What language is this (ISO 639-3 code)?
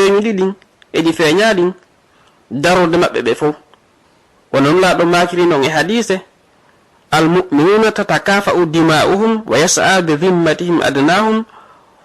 ful